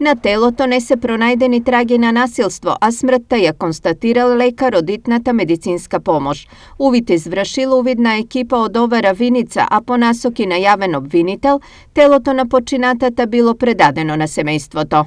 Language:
Macedonian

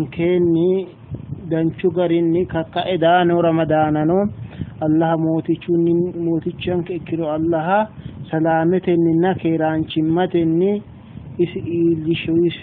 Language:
Sidamo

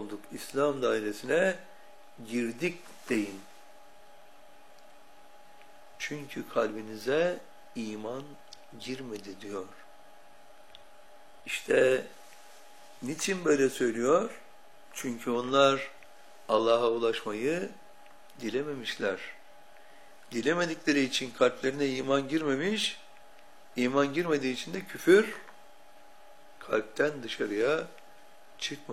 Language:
Turkish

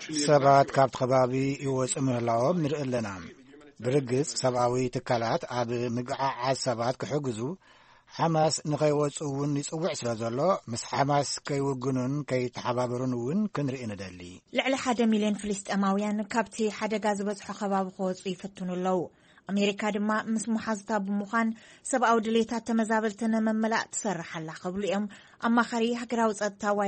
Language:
Tigrinya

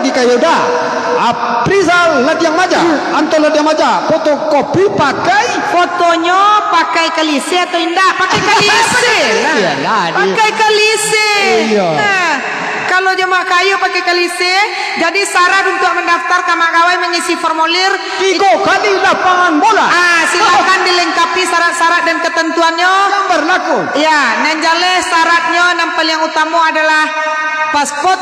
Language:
Minangkabau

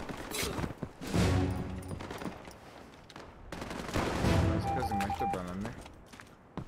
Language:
Hungarian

